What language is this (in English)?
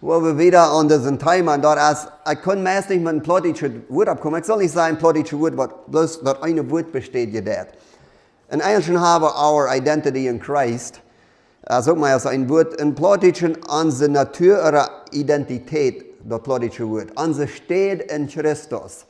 Plautdietsch